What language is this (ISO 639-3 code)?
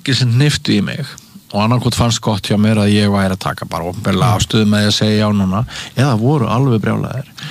isl